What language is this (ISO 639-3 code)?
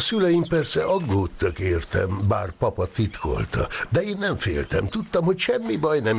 hun